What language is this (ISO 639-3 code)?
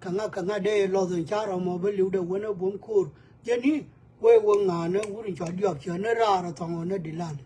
nus